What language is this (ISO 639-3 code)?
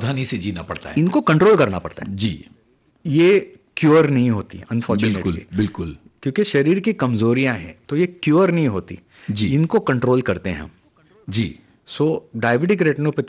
hin